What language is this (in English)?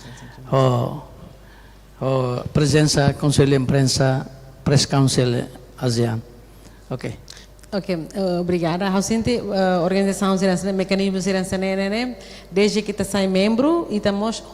Tetum